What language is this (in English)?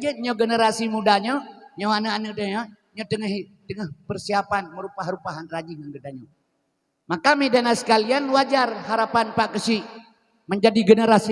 Achinese